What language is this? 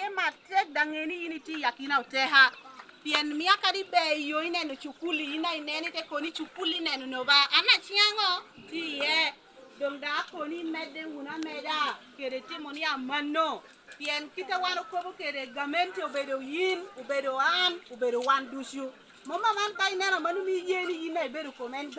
Lango (Uganda)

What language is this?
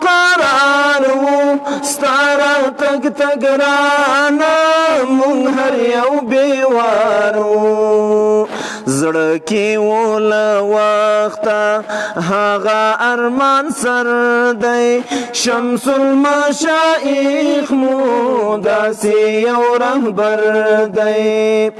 Pashto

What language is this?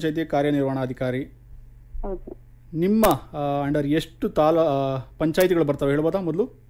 Kannada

